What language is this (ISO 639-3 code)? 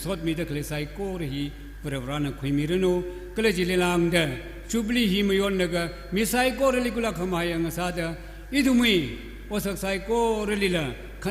nmf